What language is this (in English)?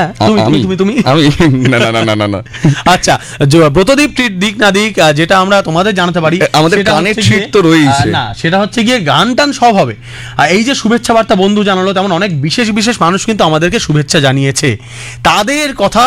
Bangla